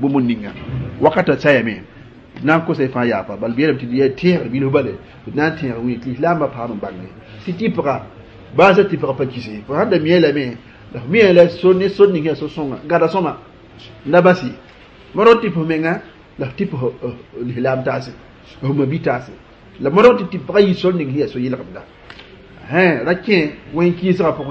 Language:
Mossi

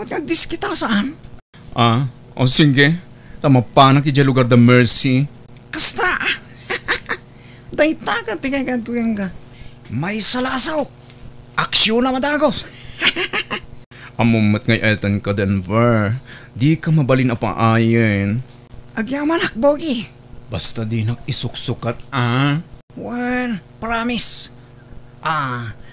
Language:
Iloko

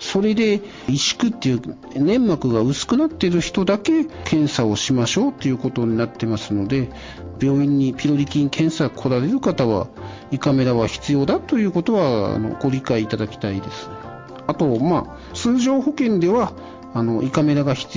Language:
Japanese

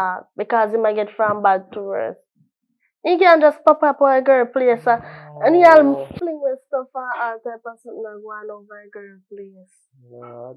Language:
Jamaican Creole English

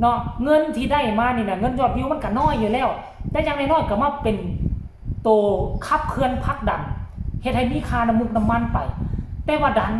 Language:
Northeastern Thai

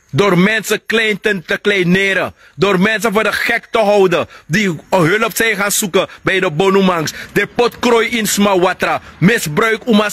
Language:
Sranan Tongo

